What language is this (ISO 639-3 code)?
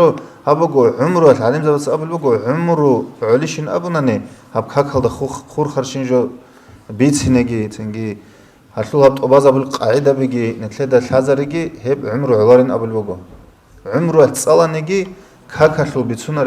ava